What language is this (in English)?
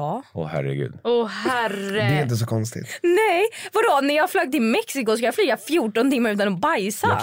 Swedish